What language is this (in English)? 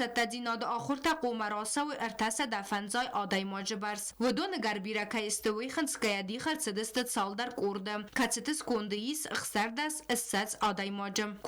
Ossetic